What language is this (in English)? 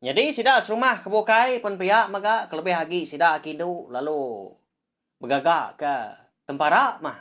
Iban